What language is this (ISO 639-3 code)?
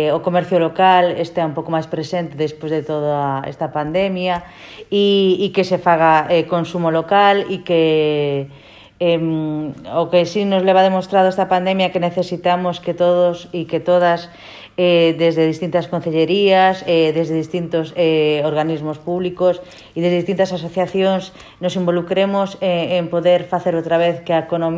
glg